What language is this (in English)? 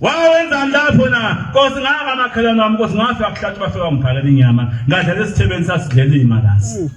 Zulu